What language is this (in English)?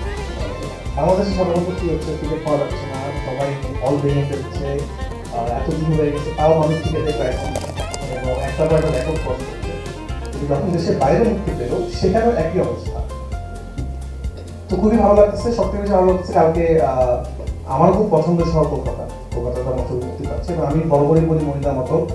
Bangla